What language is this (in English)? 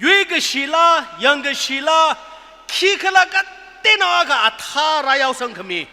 Tangkhul Naga (India)